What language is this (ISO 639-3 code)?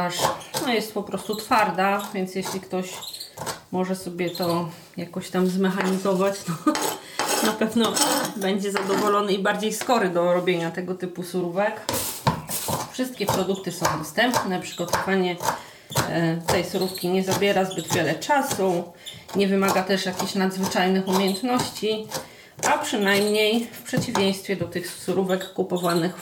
pol